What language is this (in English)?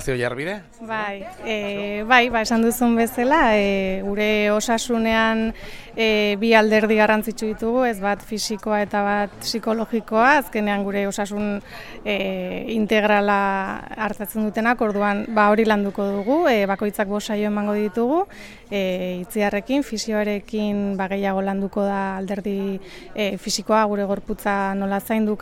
Basque